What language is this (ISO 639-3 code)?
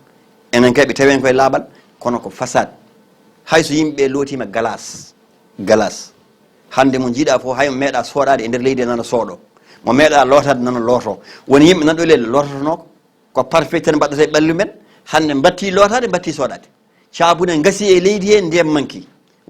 ful